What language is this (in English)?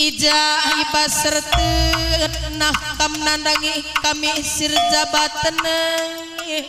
Batak Karo